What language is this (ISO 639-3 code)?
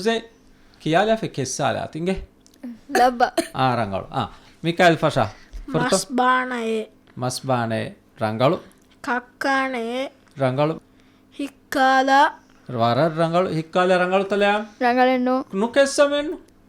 div